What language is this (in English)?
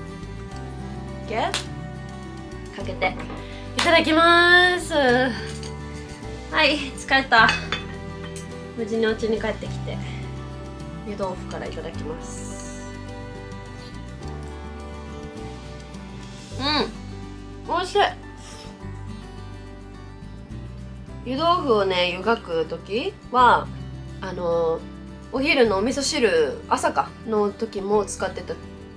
Japanese